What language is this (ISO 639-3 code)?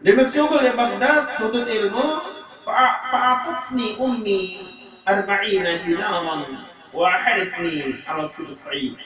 sas